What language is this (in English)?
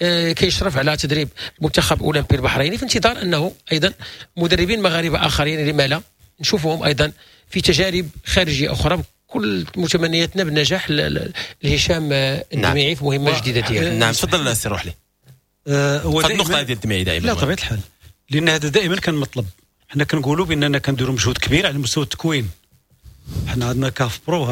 Moroccan Arabic